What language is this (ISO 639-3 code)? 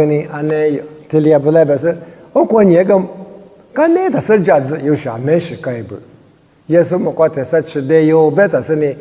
lis